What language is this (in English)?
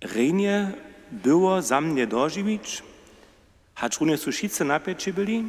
Upper Sorbian